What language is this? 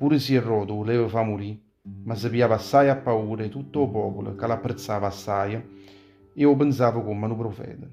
Neapolitan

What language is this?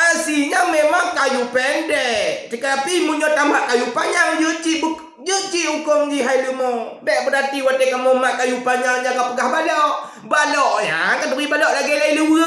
Achinese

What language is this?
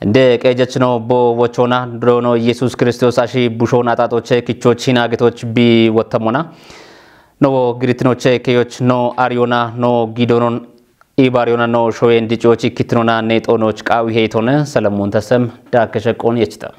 Kafa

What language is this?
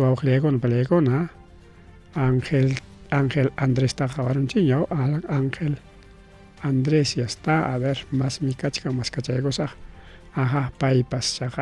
Ayacucho Quechua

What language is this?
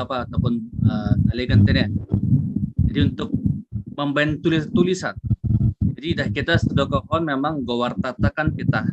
Batak Simalungun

